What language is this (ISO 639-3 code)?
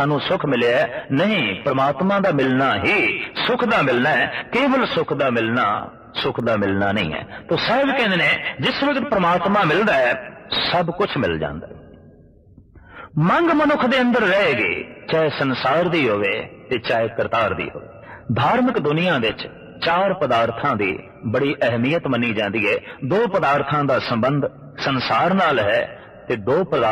pan